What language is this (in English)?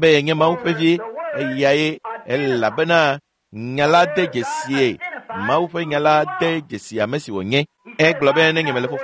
Ewe